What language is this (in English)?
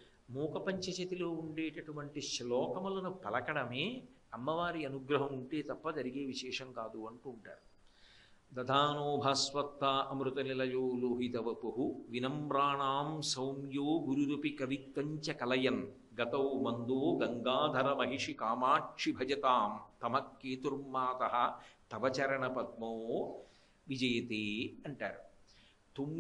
Telugu